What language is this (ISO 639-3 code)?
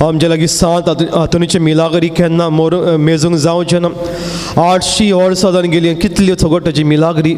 kok